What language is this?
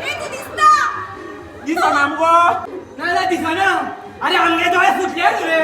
Konkani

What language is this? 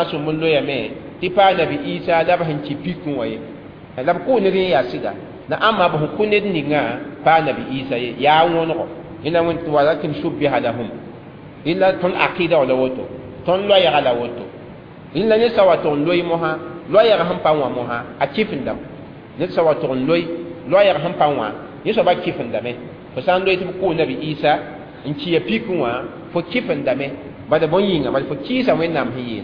Mossi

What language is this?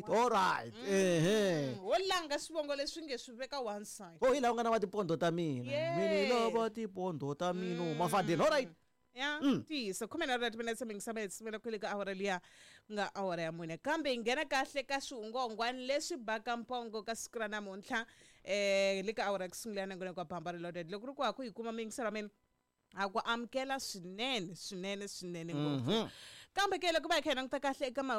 Tsonga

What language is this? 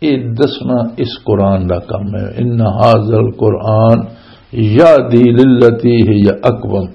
Western Panjabi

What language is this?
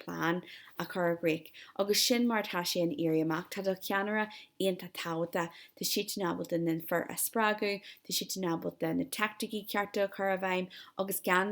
Irish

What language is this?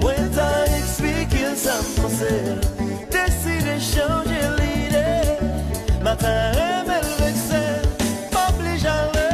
Haitian Creole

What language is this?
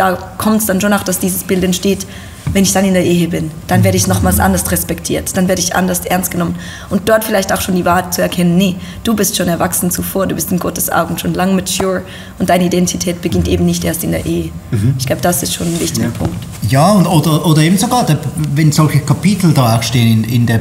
Swiss German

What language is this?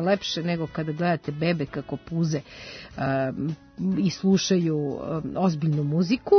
Serbian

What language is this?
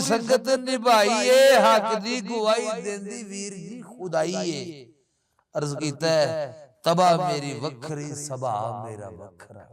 Western Panjabi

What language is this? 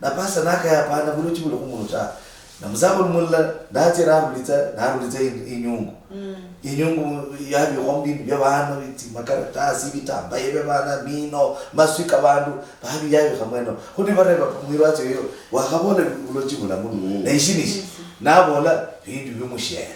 Luyia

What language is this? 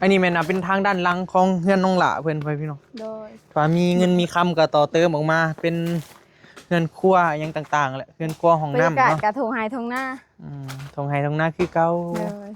Northeastern Thai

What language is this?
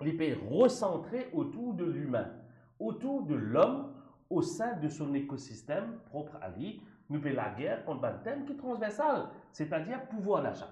Morisyen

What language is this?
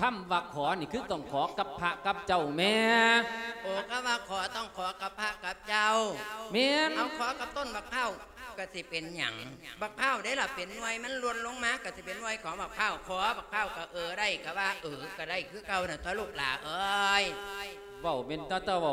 Lao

